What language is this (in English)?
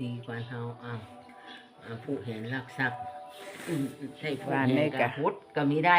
Lao